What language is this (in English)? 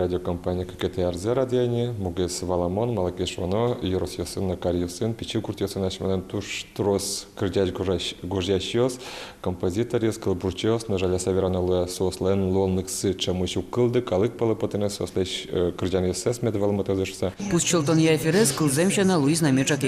Udmurt